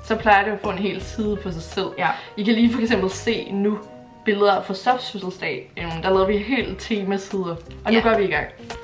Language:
Danish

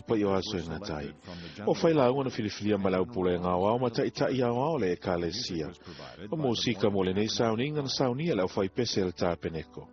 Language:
Samoan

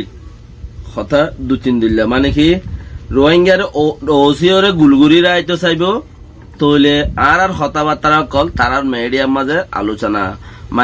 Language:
Rohingya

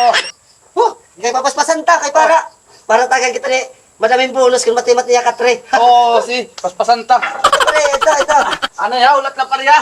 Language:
Waray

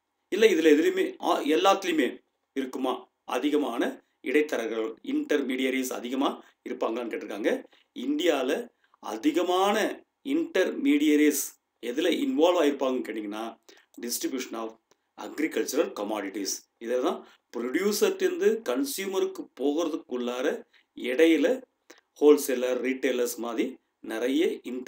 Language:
Tamil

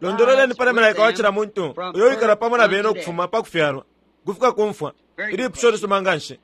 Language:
Bemba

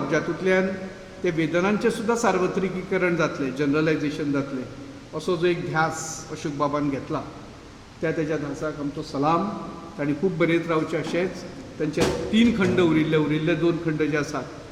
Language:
Konkani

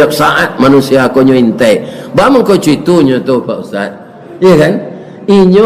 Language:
Minangkabau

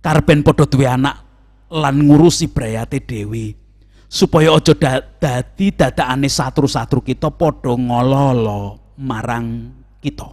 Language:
Javanese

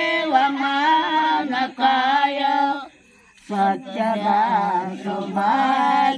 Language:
Kannada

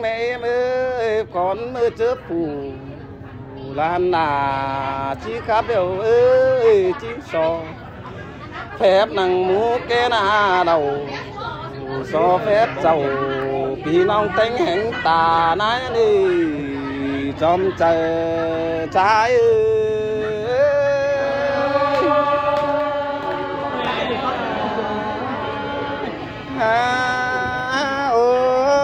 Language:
Vietnamese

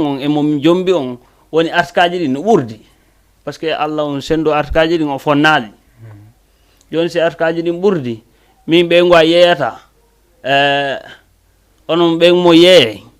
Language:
Fula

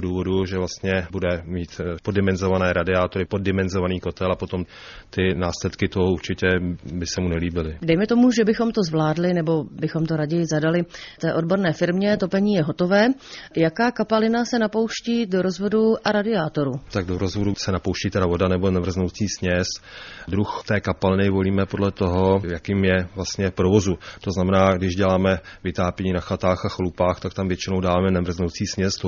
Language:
Czech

